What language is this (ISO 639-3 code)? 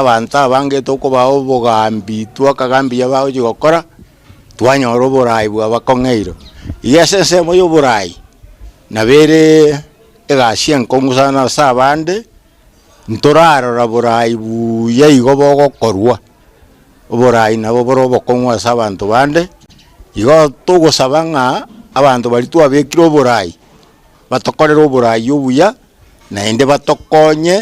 guz